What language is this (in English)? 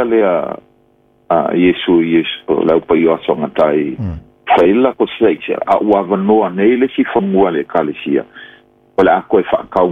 Samoan